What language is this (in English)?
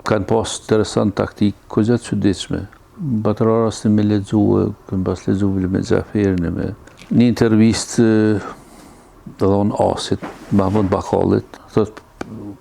Albanian